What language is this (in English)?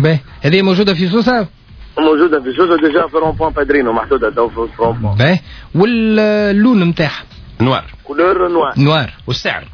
Tunisian Arabic